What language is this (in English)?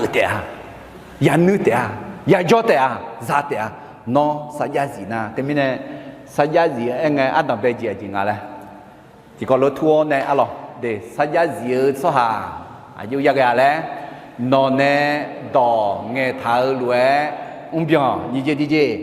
Akha